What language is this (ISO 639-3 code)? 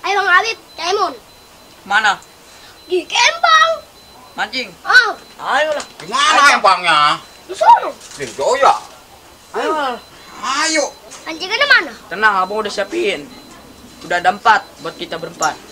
bew